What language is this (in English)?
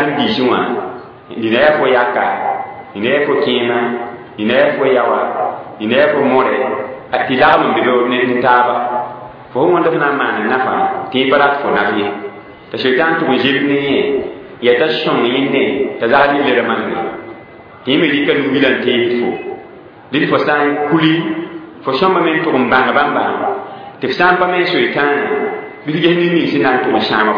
Mossi